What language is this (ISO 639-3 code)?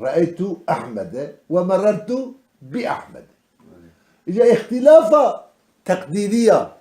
kur